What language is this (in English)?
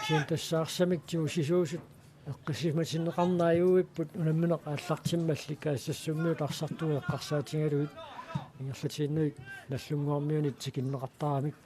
Kalaallisut